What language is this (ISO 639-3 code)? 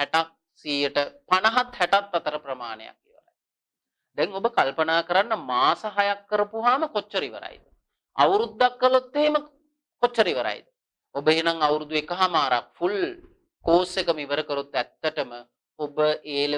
sin